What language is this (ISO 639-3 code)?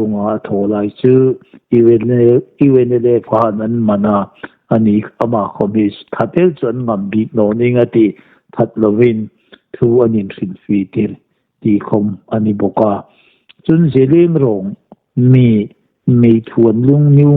hmr